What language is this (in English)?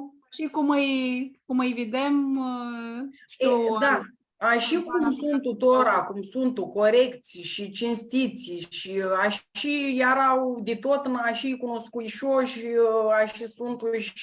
Aromanian